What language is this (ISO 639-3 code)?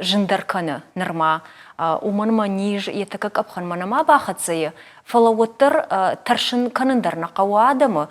oss